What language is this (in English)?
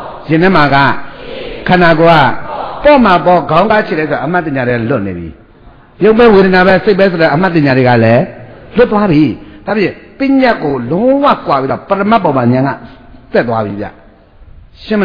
Burmese